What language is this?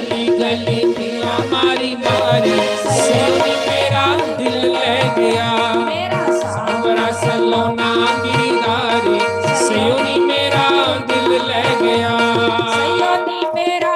Dogri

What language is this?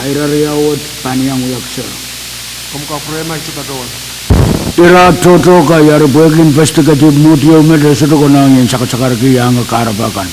Pohnpeian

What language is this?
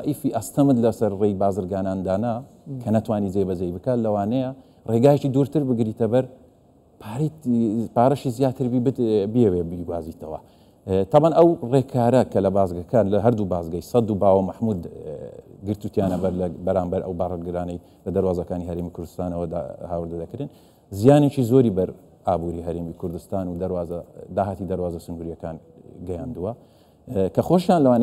Central Kurdish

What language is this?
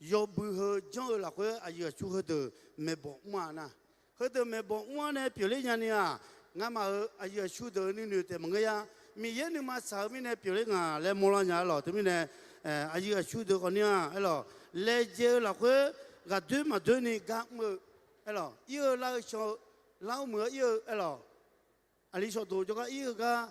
Akha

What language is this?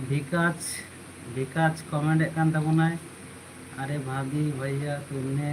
Santali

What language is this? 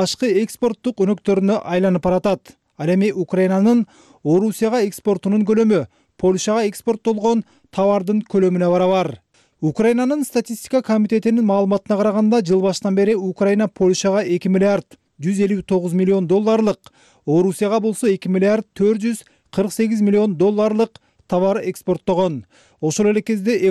Kyrgyz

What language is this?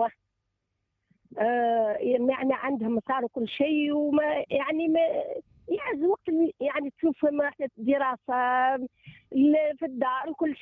Tunisian Arabic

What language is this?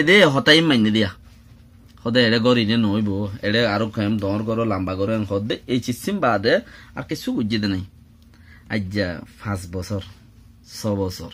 Rohingya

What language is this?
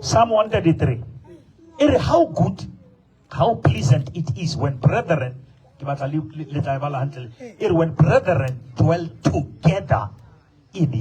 Southern Sotho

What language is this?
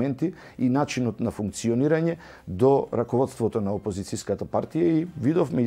Macedonian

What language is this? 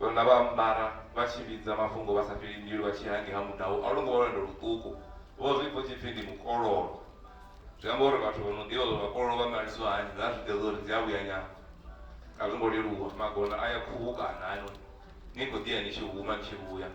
Venda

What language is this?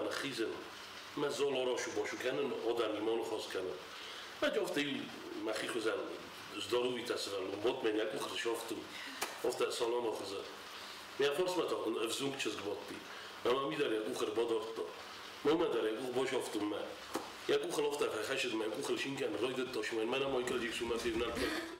Ossetic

